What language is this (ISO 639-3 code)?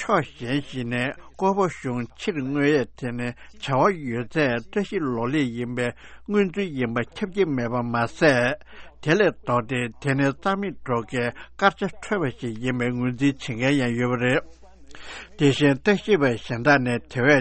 bod